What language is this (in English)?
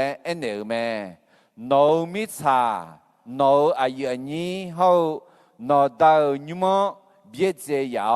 Akha